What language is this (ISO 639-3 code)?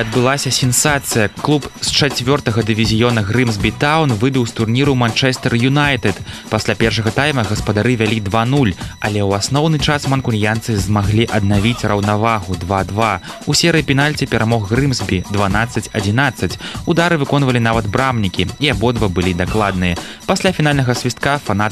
bel